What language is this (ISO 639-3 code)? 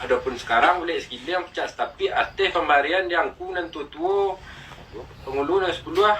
min